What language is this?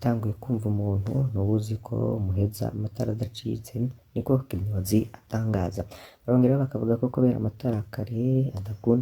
Rundi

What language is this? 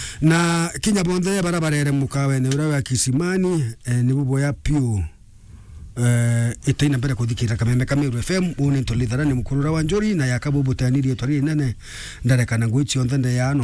Meru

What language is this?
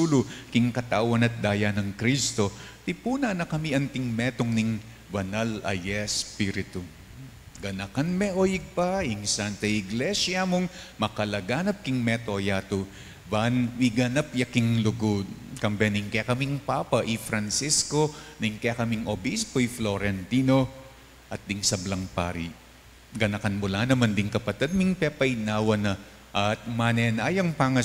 Pampanga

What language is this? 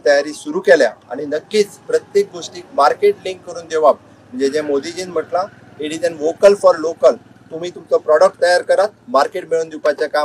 Konkani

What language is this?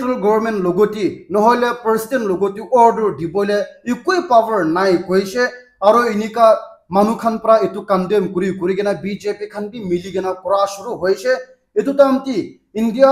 Naga Pidgin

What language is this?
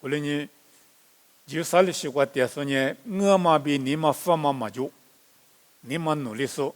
Lisu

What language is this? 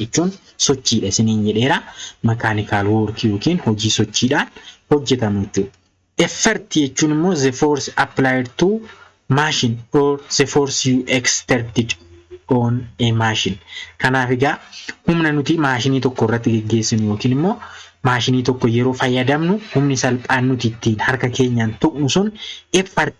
Oromo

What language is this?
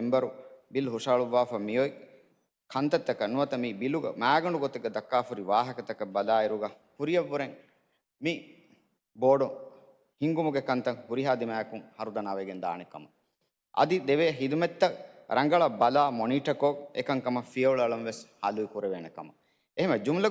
Divehi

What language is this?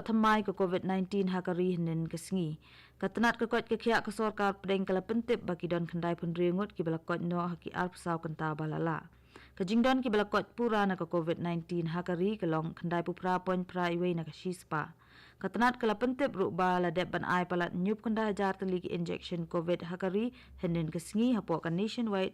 Khasi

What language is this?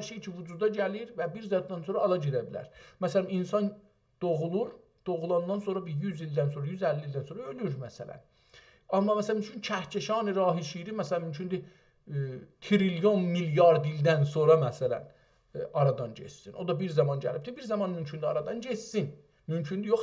South Azerbaijani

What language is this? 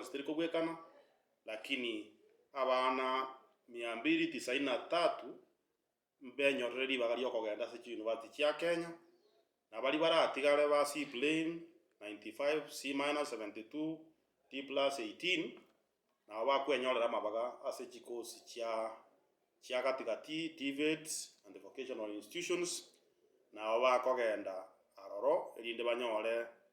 Gusii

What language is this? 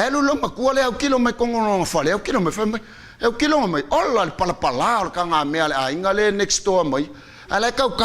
Samoan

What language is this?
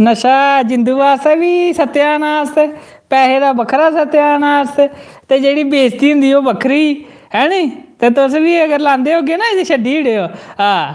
Dogri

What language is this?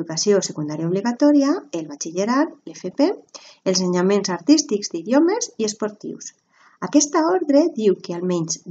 Catalan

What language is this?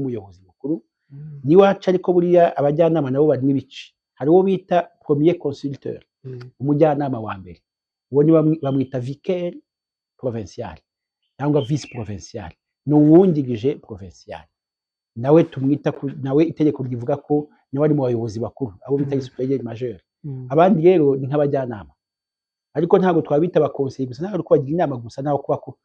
Kinyarwanda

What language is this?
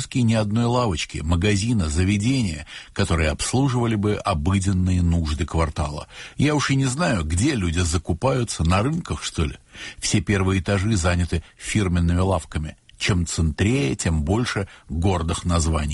Russian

